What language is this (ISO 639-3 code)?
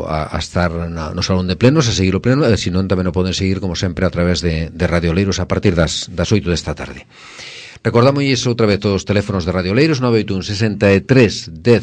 glg